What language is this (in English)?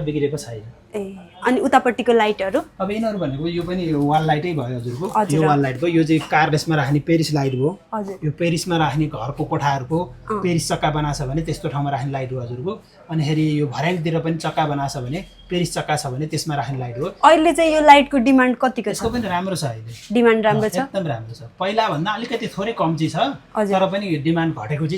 Nepali